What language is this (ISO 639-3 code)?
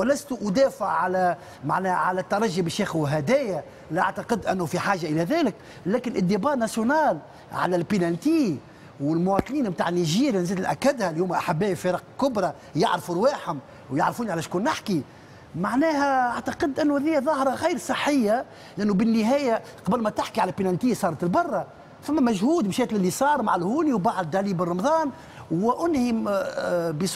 aeb